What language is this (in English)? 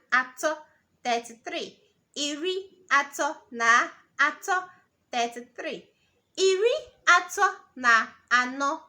Igbo